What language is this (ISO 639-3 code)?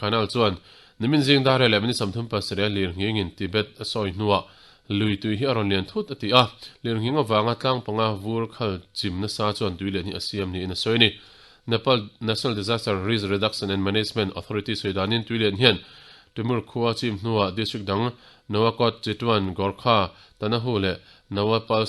lus